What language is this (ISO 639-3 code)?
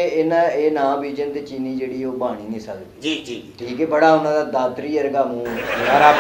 pan